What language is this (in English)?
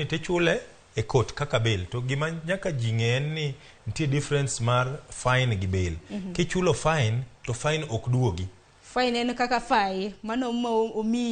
Luo (Kenya and Tanzania)